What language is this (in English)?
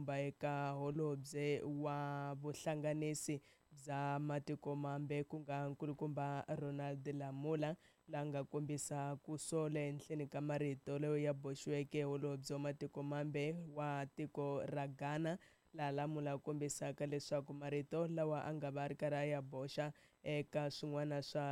Tsonga